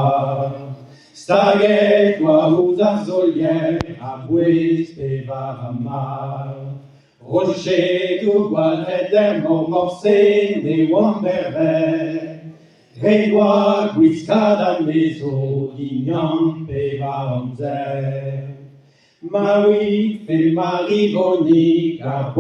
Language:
Breton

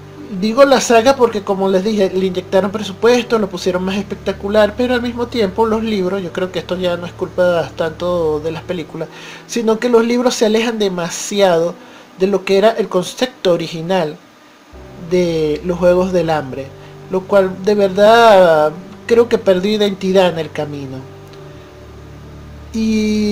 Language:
Spanish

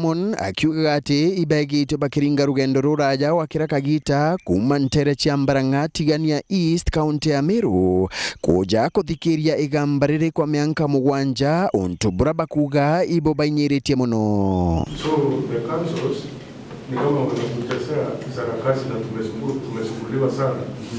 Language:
Meru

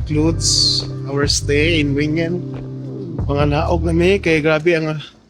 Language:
Cebuano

